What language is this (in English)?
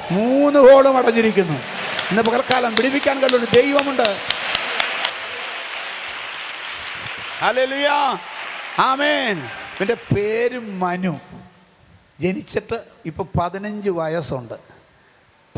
Malayalam